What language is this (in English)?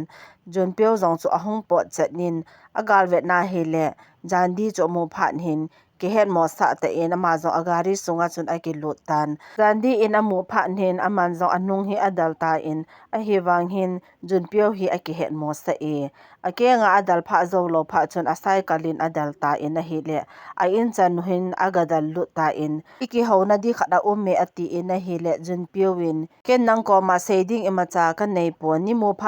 Thado Chin